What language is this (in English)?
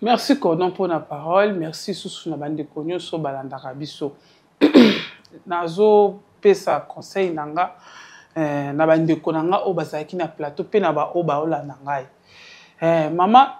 Lingala